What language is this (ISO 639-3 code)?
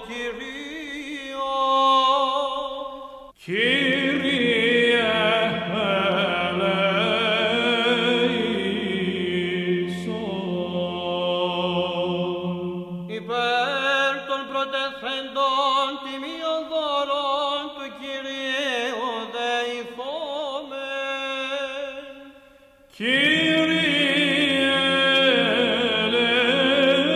ell